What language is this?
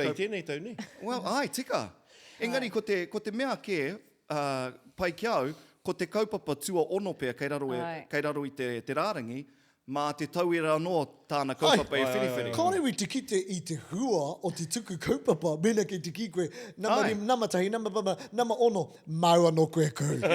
Māori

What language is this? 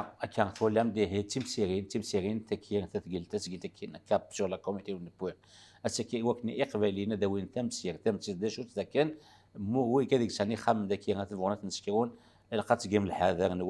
Kabyle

